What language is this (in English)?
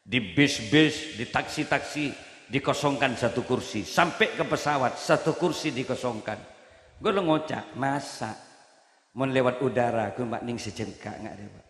Madurese